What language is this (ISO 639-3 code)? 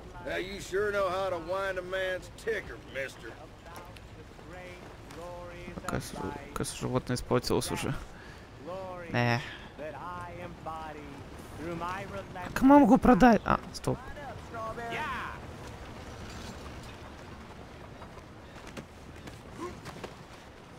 rus